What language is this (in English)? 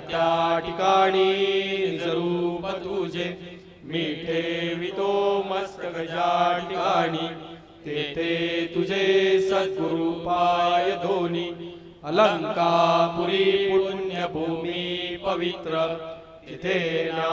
Marathi